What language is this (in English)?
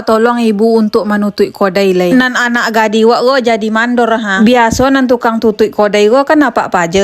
Minangkabau